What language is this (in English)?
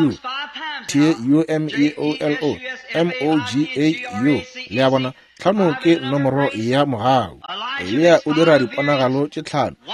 Northern Sotho